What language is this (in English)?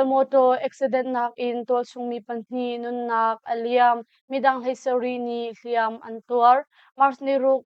Hakha Chin